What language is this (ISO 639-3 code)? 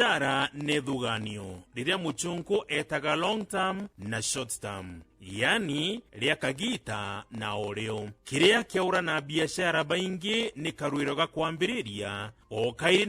mer